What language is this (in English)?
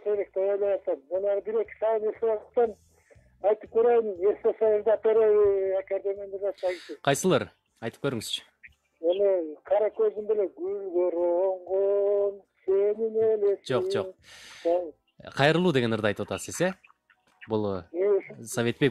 Kyrgyz